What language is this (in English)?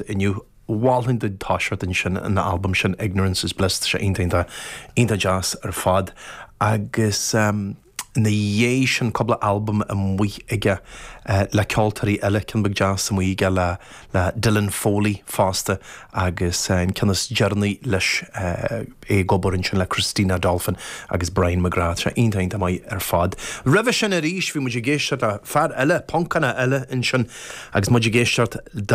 Irish